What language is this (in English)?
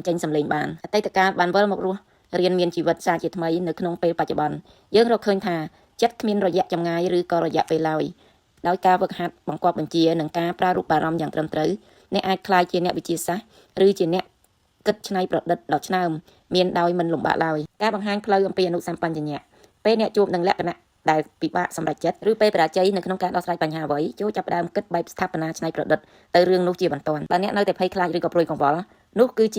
Khmer